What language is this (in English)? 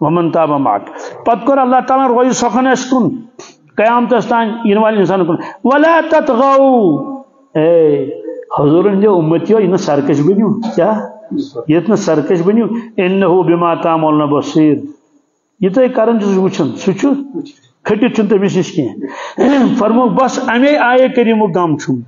Kashmiri